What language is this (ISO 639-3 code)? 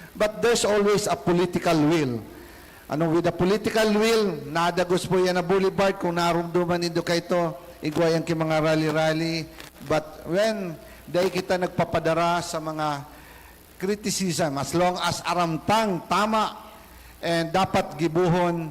bik